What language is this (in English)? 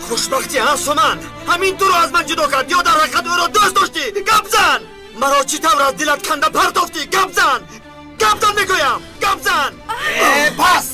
Tajik